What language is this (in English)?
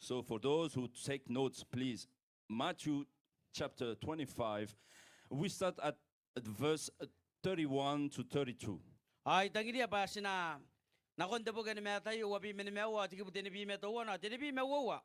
Gilbertese